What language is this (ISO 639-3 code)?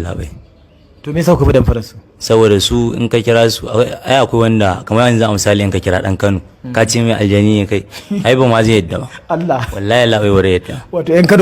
hau